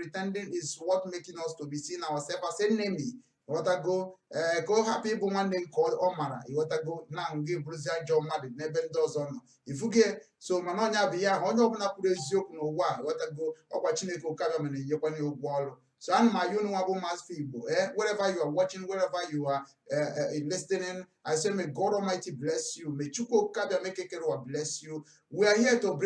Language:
Igbo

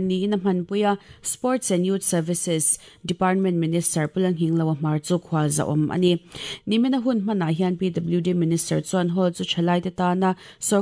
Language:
Mizo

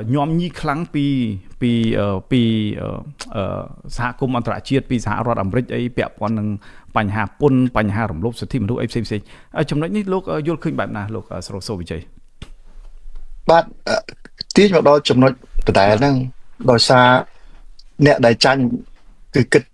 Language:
Khmer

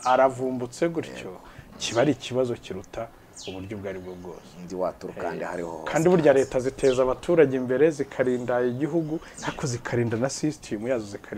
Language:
Kinyarwanda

